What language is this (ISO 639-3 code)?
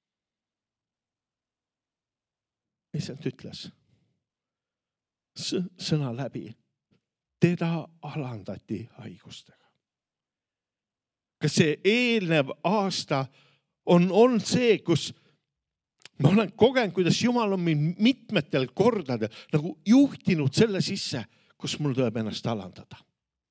est